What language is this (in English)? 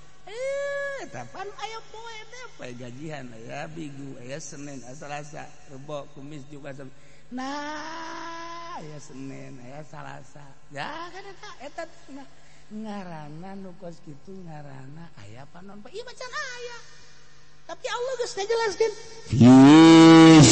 Sundanese